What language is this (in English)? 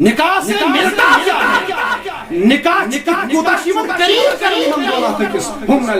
Kashmiri